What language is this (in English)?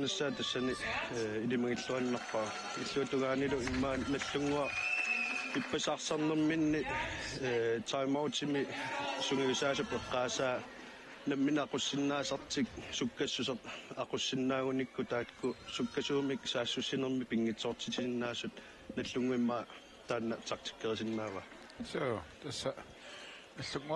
Kalaallisut